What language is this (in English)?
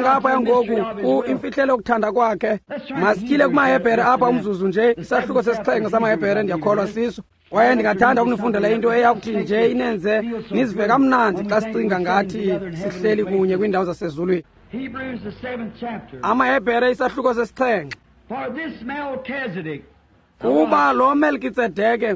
Xhosa